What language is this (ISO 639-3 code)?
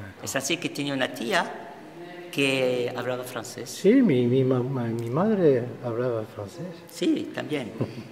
lad